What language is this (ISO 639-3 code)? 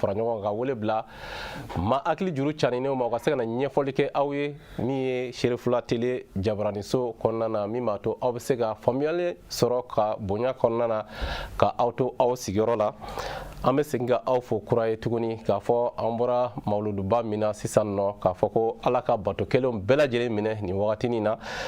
bam